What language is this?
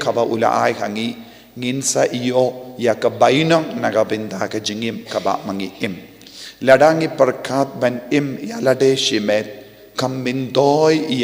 Khasi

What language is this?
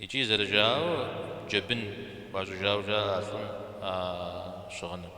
Kabardian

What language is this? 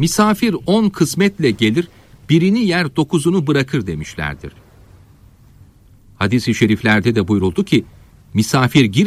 Turkish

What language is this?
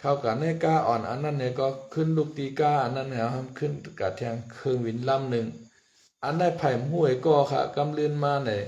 Shan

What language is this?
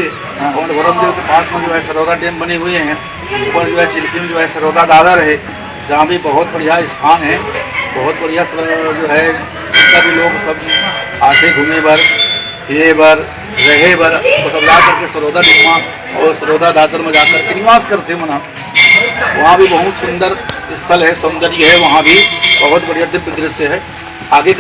Chhattisgarhi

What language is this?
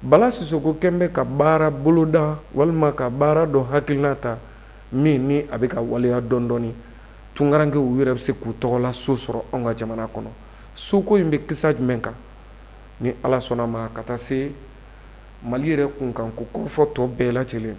Bambara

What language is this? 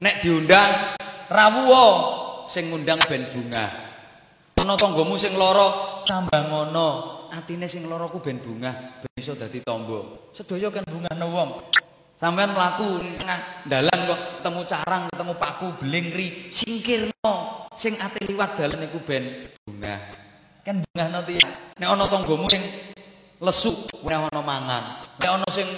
Javanese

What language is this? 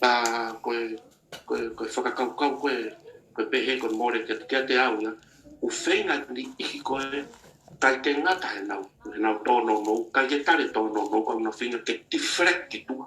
Tongan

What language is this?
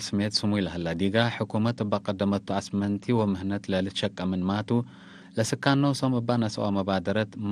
Tigre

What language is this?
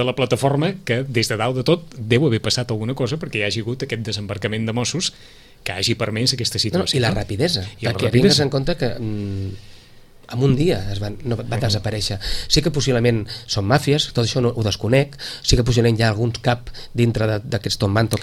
Catalan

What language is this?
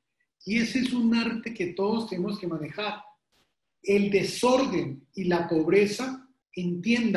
Spanish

